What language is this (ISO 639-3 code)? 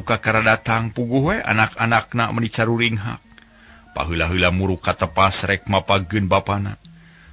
sun